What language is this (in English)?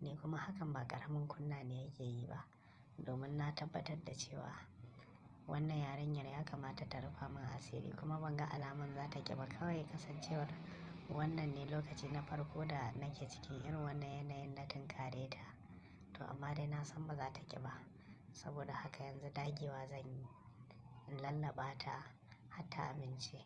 Hausa